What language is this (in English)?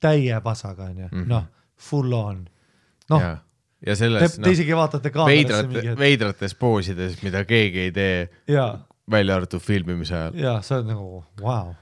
Estonian